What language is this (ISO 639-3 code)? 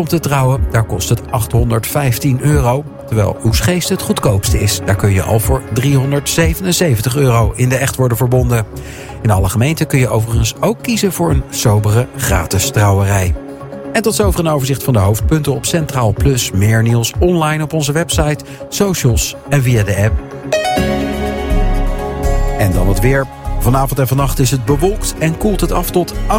nld